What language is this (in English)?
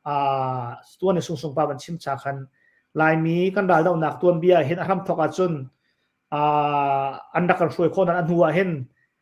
Hakha Chin